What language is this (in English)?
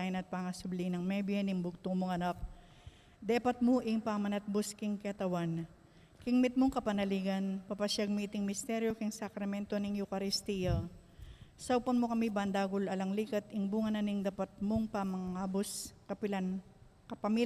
Pampanga